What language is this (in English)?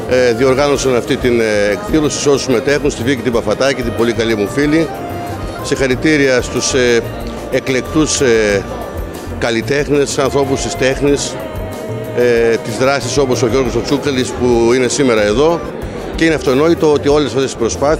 Greek